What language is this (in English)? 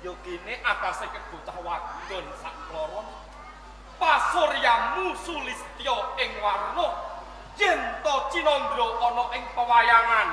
Javanese